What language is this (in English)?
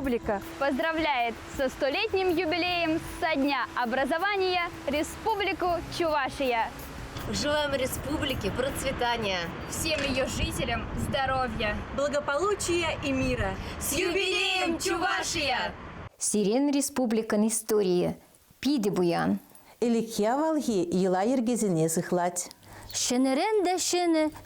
Chuvash